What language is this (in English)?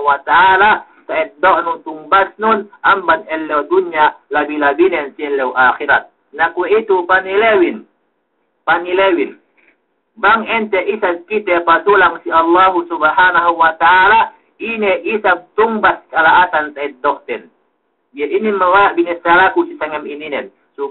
Yakan